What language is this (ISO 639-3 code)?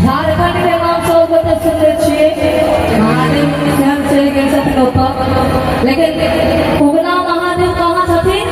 mai